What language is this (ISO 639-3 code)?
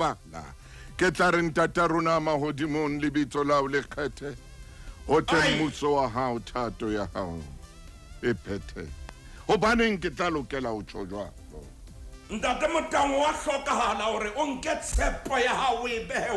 sot